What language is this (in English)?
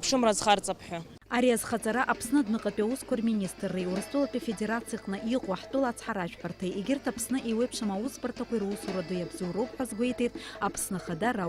Abkhazian